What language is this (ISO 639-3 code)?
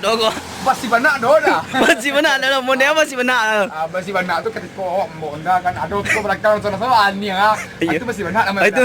min